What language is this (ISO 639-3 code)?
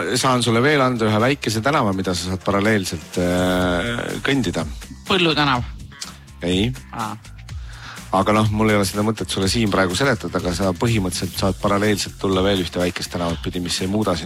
est